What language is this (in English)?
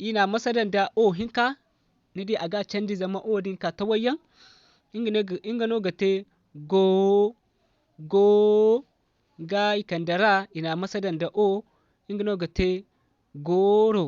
Zarma